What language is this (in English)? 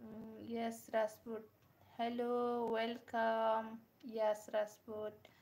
Bodo